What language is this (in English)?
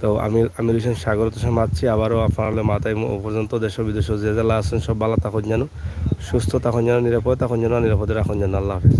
Sylheti